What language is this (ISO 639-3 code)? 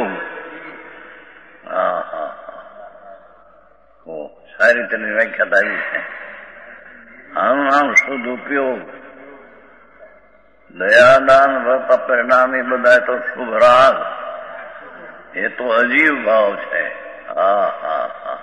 guj